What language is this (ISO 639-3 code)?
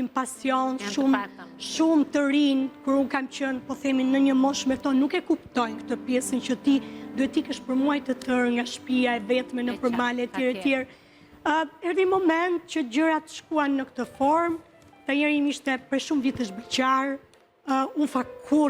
sqi